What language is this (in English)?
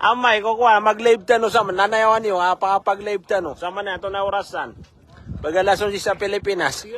Maranao